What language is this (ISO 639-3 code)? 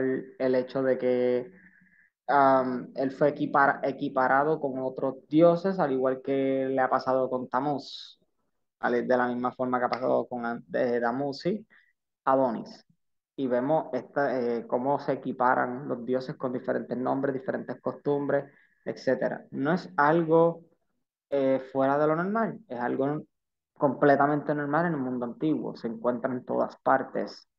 spa